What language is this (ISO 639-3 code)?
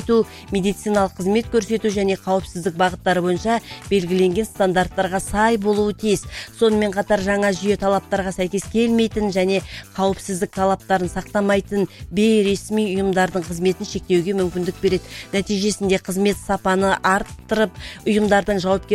kaz